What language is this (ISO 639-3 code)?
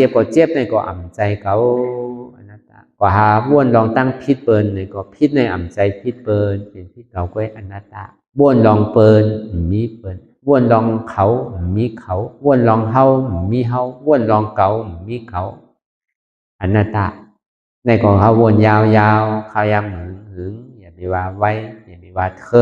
shn